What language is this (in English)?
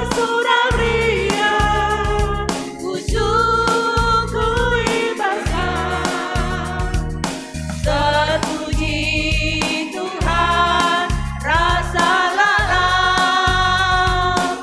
Batak Karo